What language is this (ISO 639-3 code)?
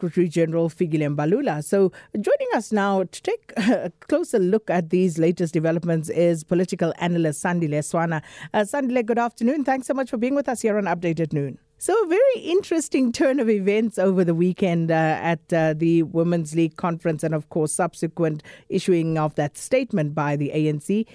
eng